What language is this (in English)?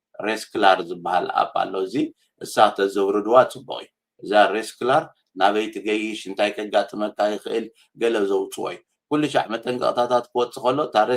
Tigrinya